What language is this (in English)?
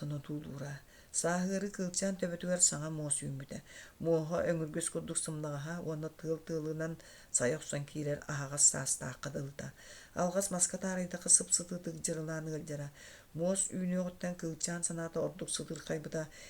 Yakut